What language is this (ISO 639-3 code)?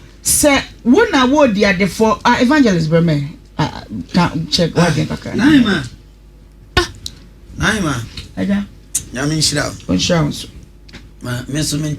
aka